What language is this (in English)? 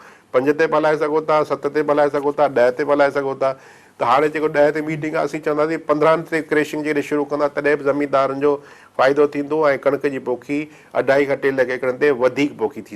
Sindhi